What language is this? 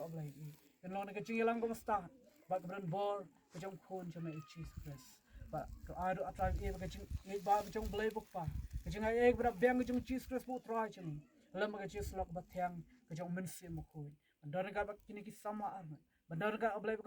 Khasi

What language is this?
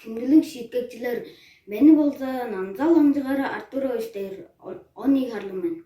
Tuvinian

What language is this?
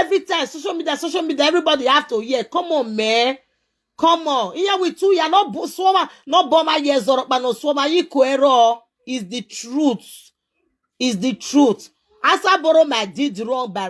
Nigerian Pidgin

